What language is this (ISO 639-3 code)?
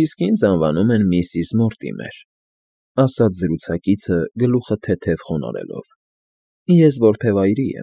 hye